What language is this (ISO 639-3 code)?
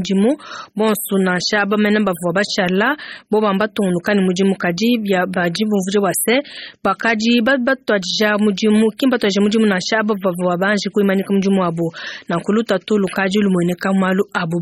lua